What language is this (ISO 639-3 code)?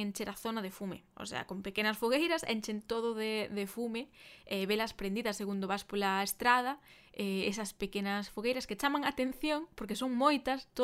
glg